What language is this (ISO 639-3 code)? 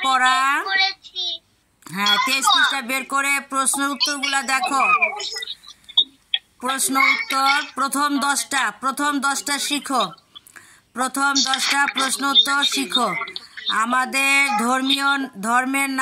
ben